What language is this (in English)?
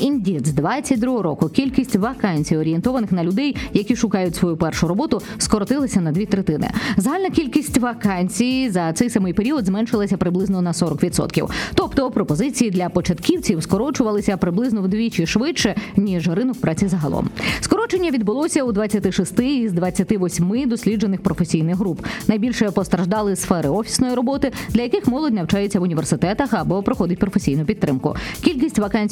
Ukrainian